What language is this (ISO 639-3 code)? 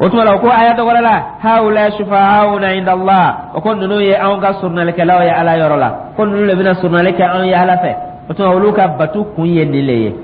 dyu